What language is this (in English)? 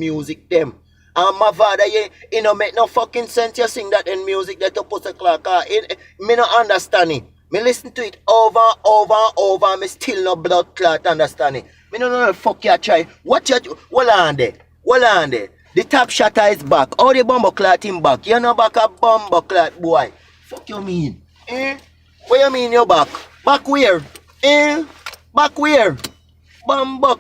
Jamaican Creole English